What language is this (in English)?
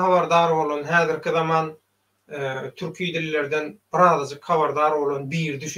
Turkmen